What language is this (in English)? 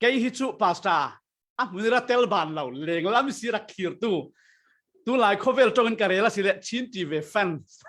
Falam Chin